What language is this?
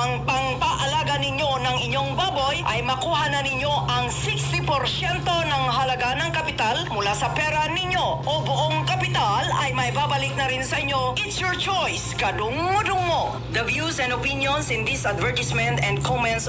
Filipino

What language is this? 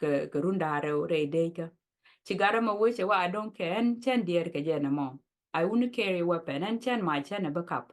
Nuer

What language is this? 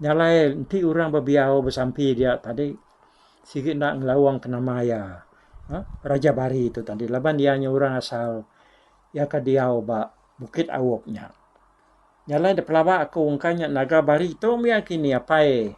Iban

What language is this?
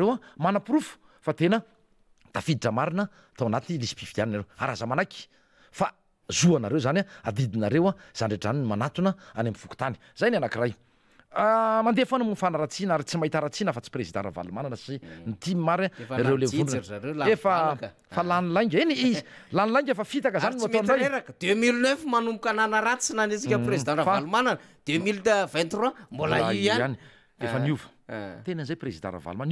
Malagasy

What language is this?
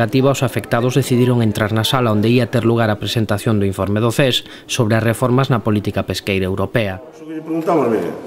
Galician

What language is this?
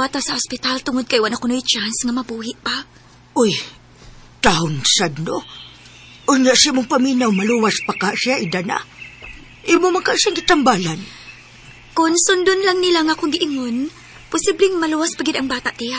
Cebuano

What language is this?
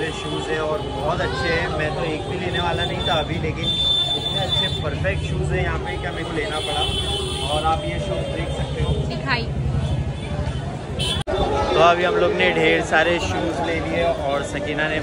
Hindi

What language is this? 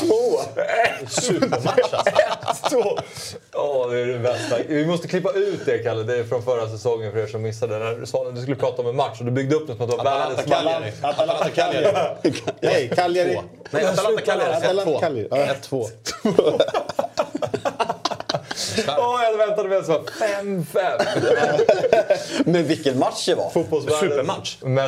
Swedish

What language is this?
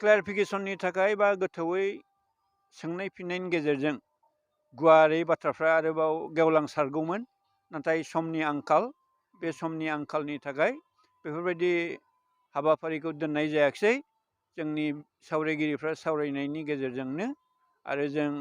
Bodo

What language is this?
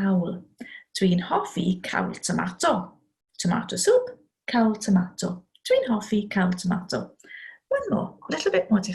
Welsh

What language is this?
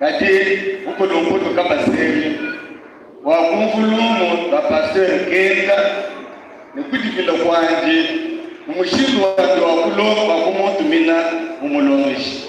Luba-Lulua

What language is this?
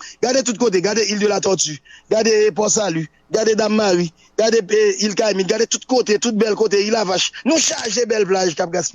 Haitian Creole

